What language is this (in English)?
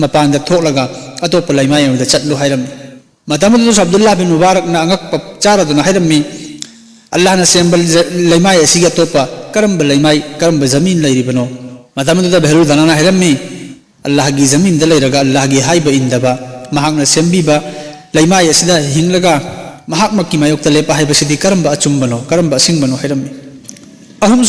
Manipuri